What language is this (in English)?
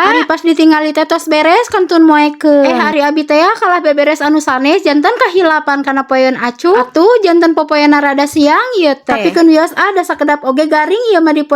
Sundanese